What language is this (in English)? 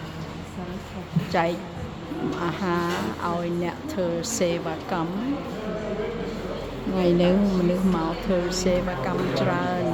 Khmer